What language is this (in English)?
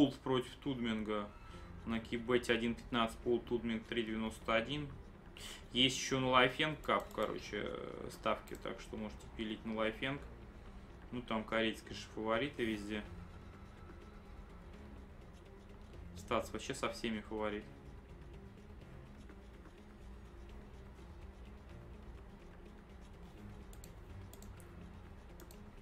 Russian